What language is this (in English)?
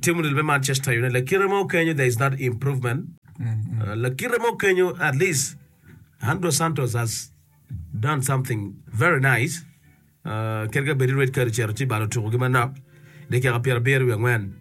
Acoli